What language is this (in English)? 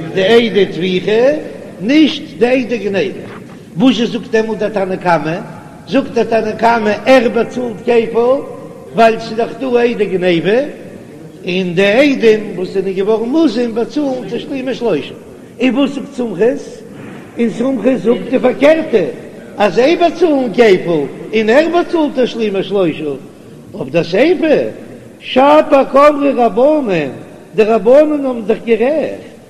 Yiddish